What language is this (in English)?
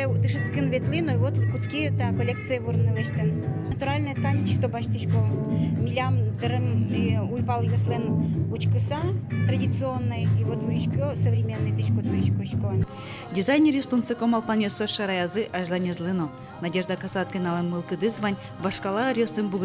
Udmurt